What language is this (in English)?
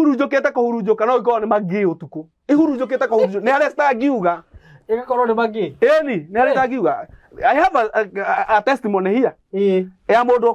Kikuyu